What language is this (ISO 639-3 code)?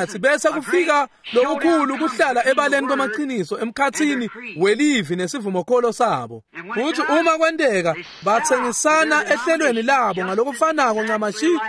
ssw